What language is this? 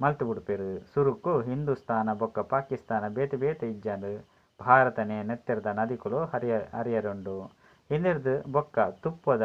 Tulu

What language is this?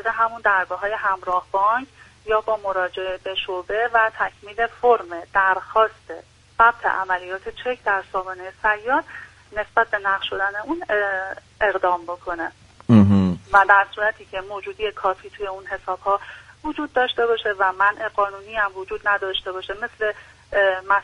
Persian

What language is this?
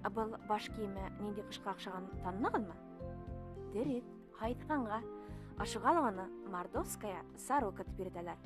Bashkir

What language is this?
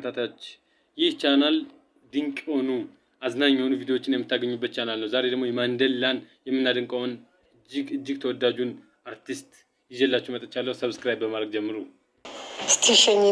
Amharic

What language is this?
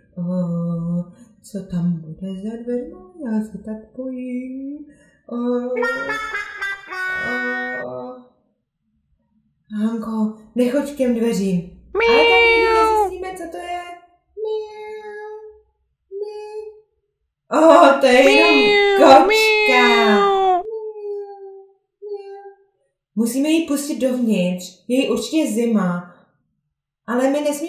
Czech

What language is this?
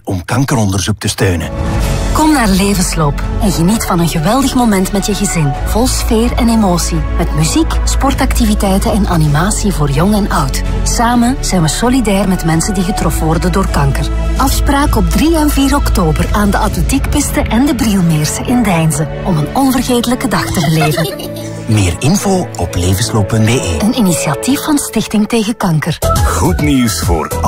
Dutch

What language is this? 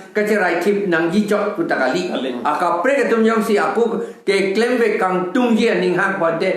Karbi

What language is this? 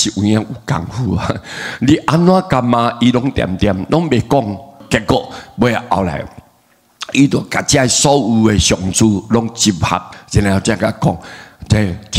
Min Nan Chinese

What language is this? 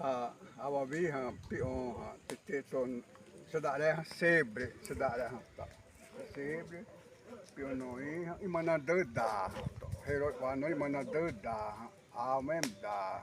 Xavánte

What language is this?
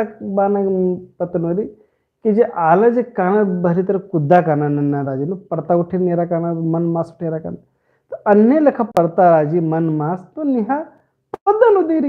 Kurukh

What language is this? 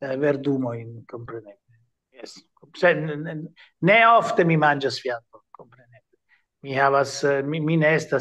Esperanto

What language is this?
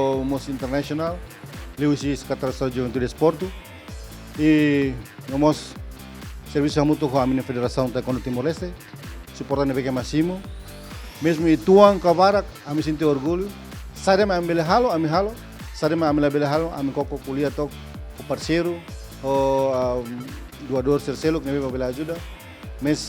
Tetum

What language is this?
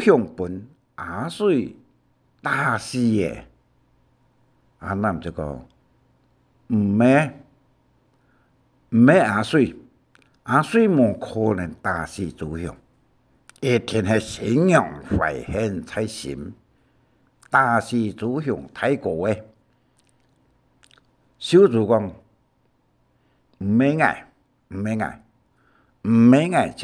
Hakka Chinese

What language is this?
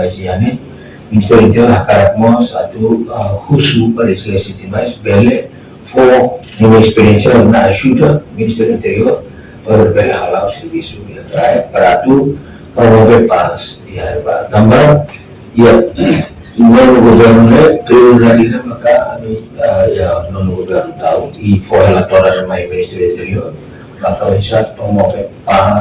Tetum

